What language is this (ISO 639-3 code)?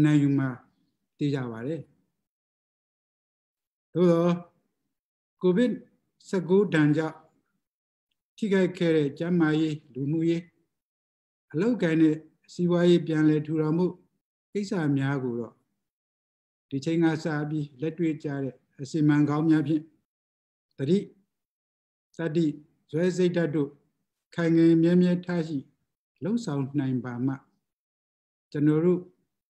mya